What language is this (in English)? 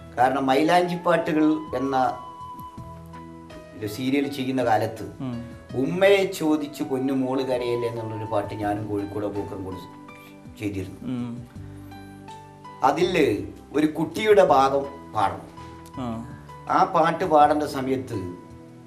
Malayalam